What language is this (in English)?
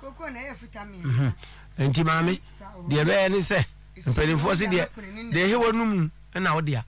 Akan